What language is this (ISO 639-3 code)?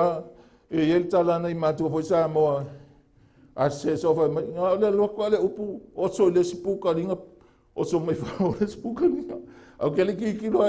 smo